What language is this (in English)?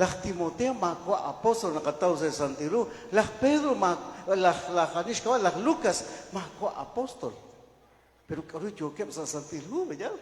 Kekchí